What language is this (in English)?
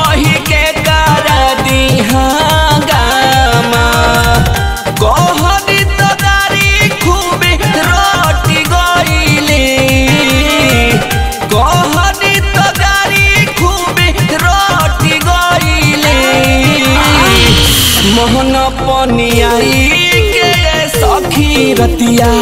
Bhojpuri